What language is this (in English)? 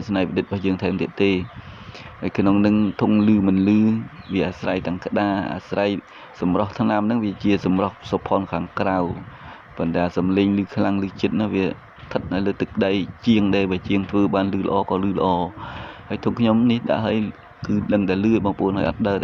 Khmer